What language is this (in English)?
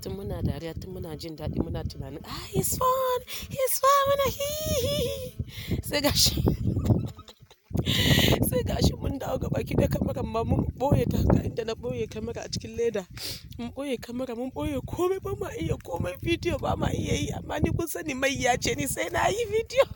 Hausa